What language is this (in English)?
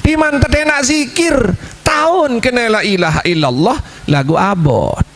Sasak